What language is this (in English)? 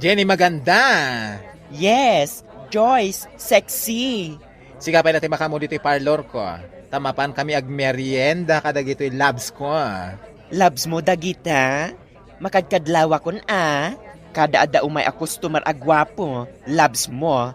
Iloko